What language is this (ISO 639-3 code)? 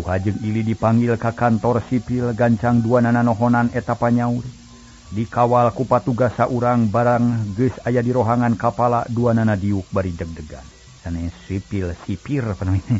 sun